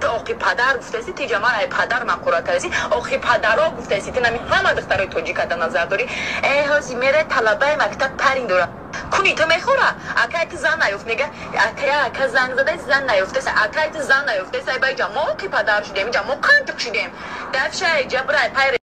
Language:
Tajik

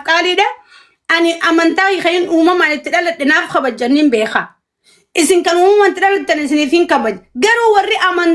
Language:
Oromo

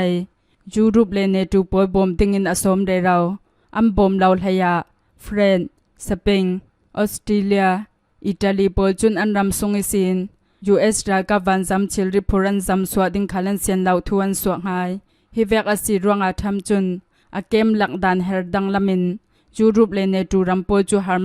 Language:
Hakha Chin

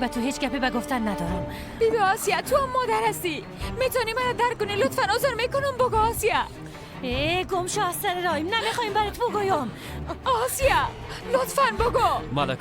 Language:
Persian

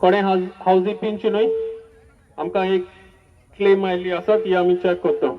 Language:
Konkani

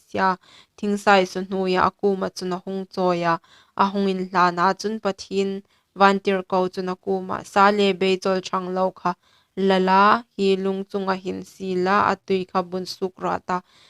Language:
Hmar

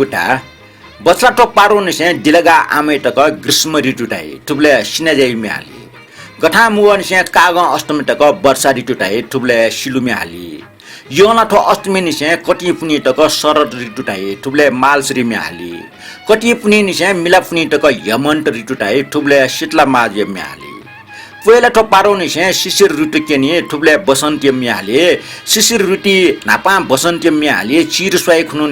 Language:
Newari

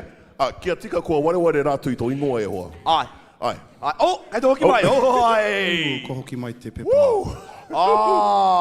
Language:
Māori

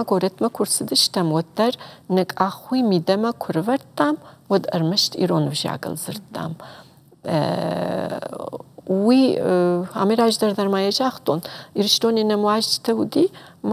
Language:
Ossetic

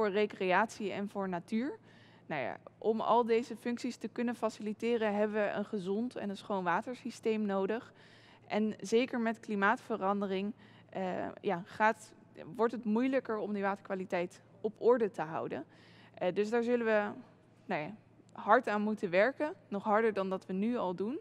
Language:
Dutch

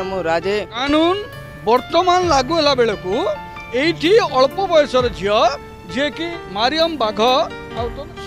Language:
Odia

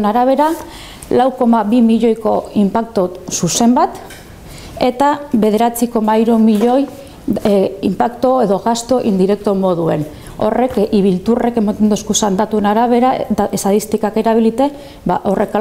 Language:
Basque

